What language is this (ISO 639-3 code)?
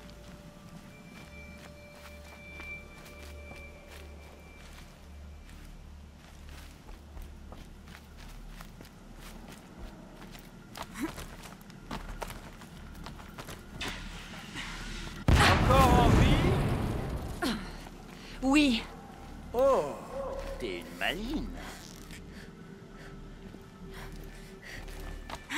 fra